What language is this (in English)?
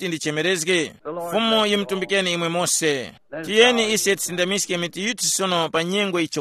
Tumbuka